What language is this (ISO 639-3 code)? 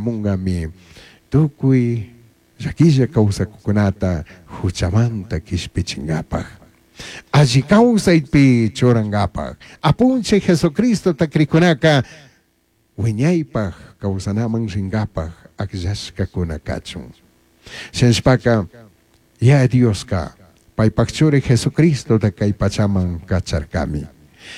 qug